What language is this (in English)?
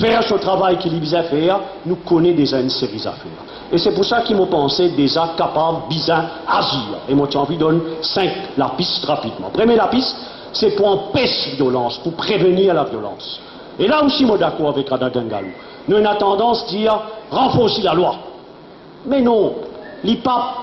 Morisyen